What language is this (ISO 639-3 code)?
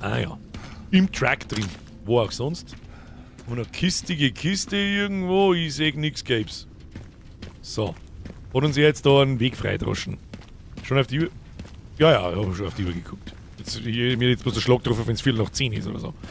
bar